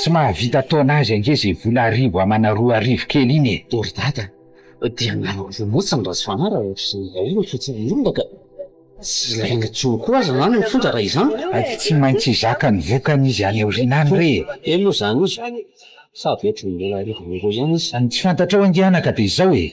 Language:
Malagasy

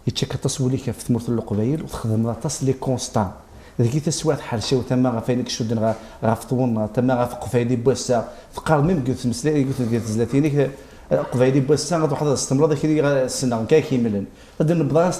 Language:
Kabyle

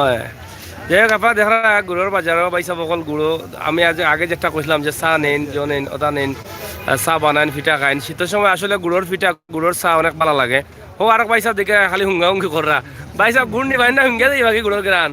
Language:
Sylheti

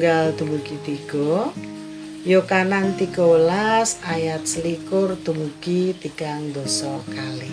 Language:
Javanese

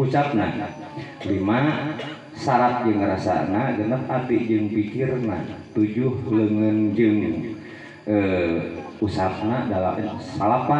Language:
Sundanese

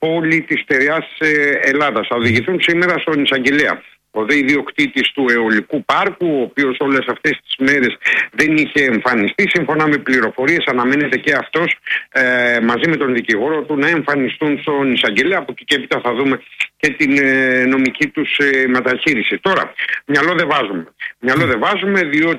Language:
Greek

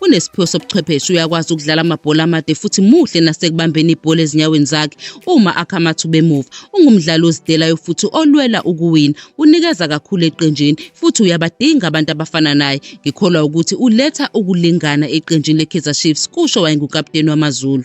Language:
Zulu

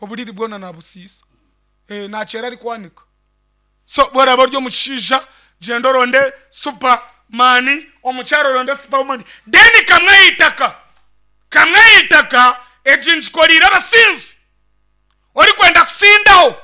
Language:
Nyankole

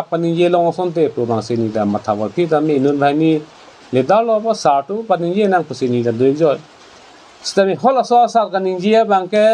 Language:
Karbi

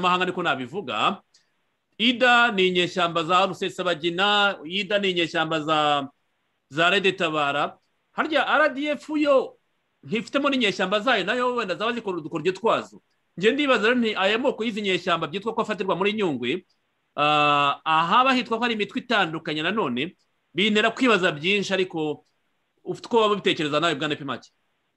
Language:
Kinyarwanda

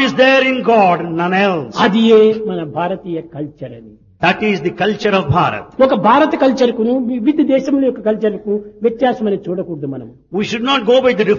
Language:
Telugu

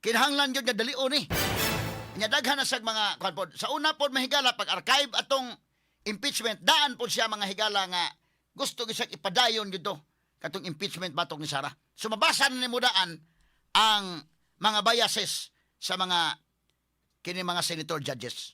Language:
Cebuano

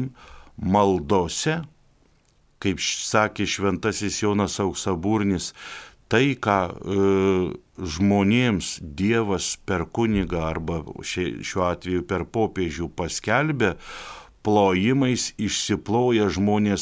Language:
Lithuanian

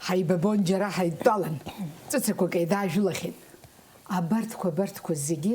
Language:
Abkhazian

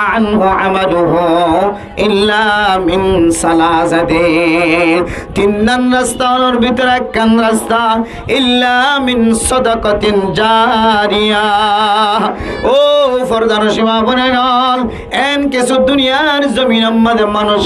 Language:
Rohingya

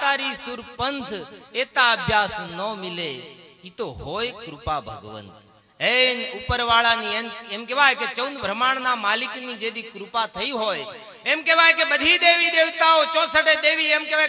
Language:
Gujarati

